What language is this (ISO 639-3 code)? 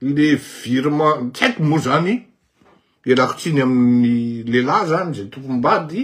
mlg